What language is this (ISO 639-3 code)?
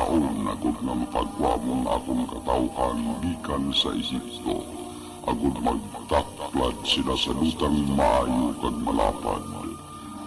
hil